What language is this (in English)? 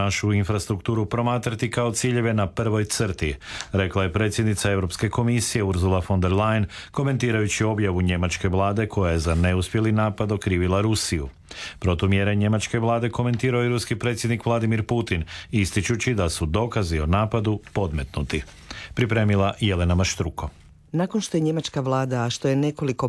Croatian